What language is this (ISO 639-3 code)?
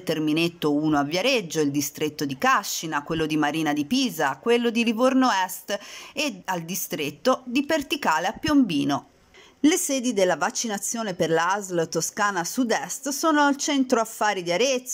ita